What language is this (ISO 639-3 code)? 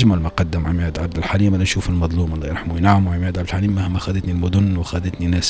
aeb